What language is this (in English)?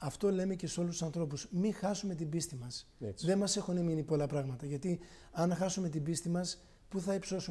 Greek